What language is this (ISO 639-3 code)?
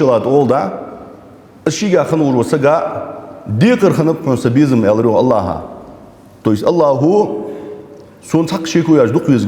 inh